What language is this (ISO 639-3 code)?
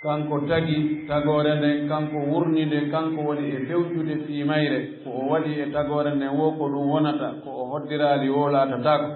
ful